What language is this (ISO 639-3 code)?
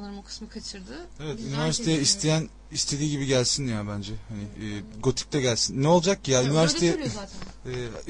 tur